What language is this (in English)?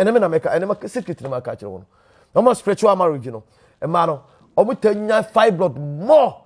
Akan